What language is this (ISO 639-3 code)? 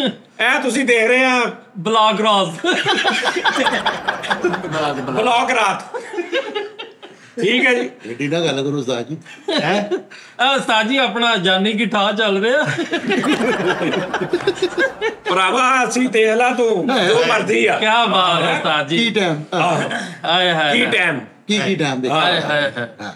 pan